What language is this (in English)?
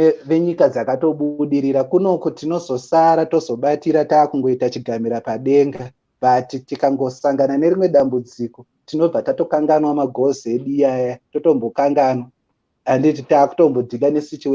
Shona